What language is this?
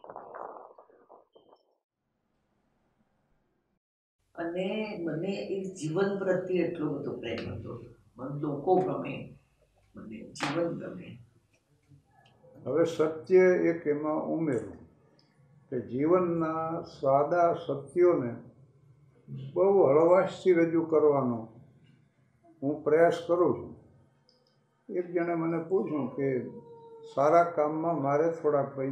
Gujarati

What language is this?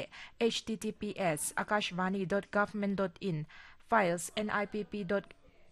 Mizo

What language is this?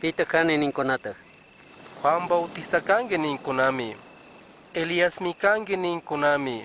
Chimborazo Highland Quichua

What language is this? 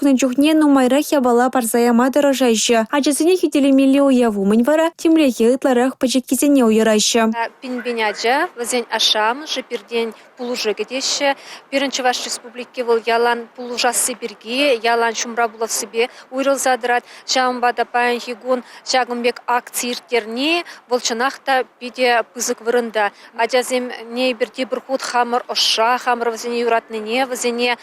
Chuvash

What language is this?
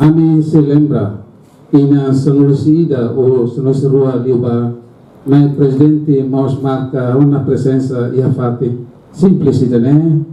Tetum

